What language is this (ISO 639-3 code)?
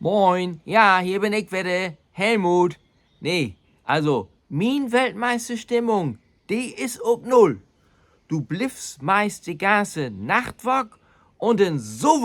nds